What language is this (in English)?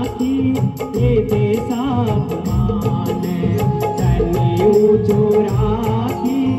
Hindi